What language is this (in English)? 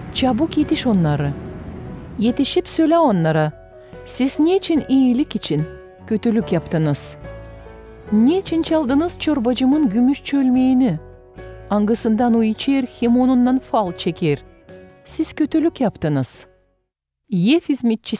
Gagauz